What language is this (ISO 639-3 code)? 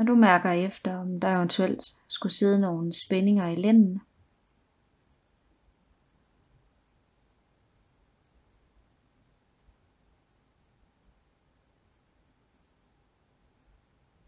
dan